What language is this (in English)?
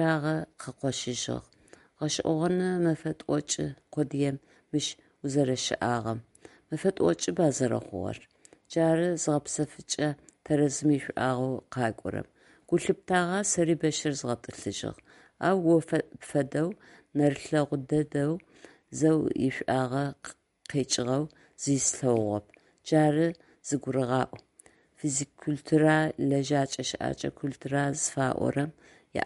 Adyghe